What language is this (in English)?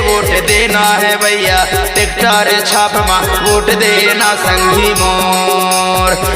Chhattisgarhi